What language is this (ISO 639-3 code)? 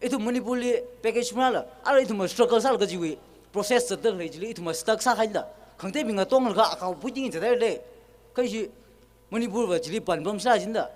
nmf